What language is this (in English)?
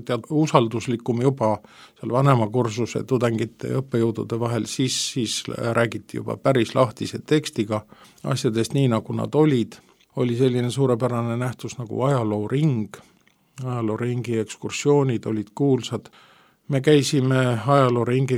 Estonian